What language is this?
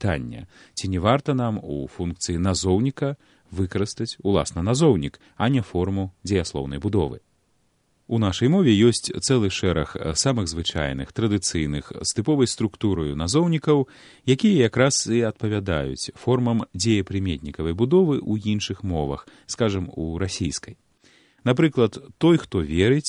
Belarusian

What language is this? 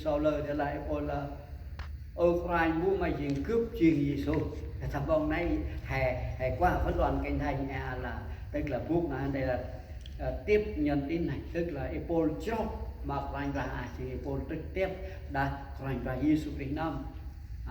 Central Mnong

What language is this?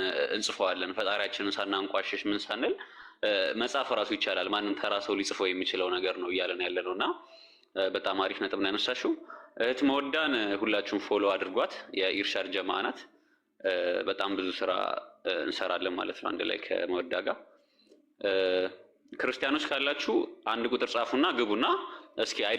Amharic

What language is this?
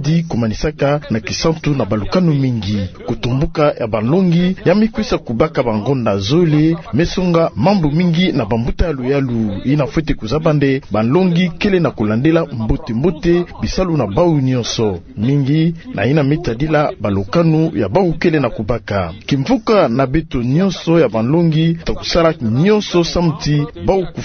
Kituba (Democratic Republic of Congo)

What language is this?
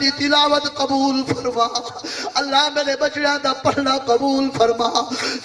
Saraiki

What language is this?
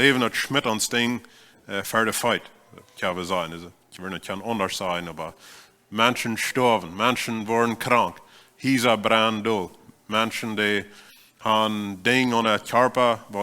Plautdietsch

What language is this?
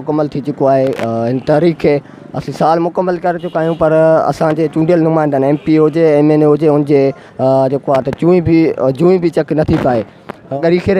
Sindhi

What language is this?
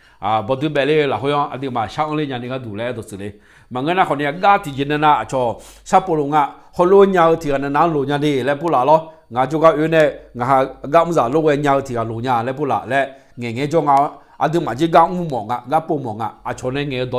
Akha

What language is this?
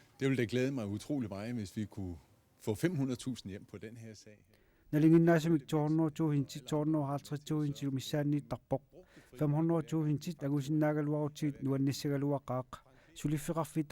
Kalaallisut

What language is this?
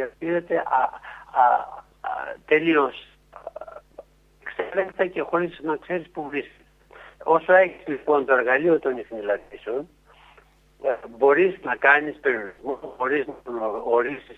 Greek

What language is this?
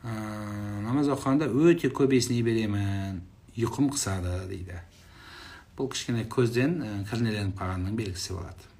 Kazakh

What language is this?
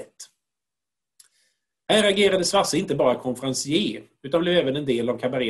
Swedish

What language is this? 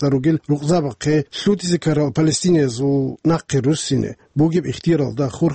Avaric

